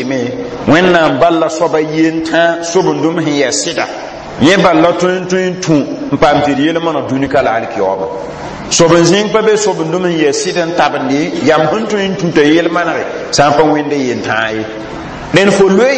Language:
Mossi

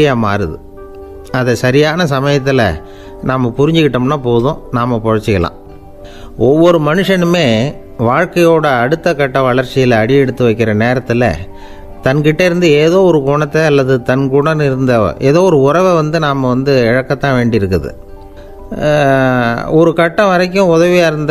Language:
Tamil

